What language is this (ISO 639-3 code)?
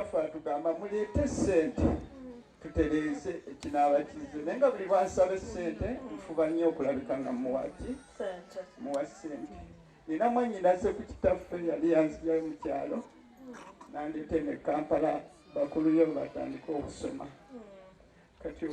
lug